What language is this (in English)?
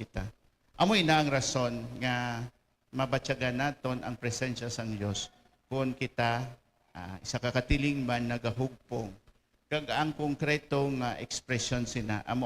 Hiligaynon